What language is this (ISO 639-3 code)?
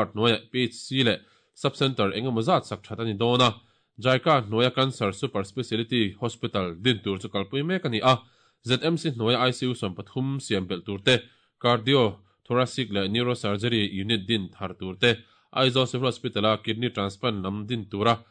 lus